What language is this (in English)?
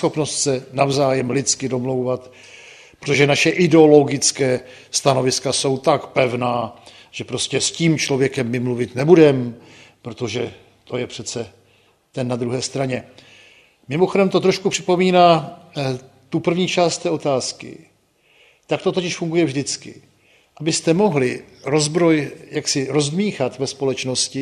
Czech